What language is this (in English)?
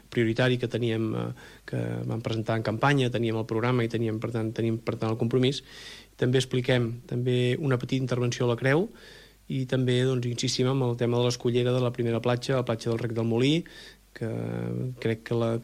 Catalan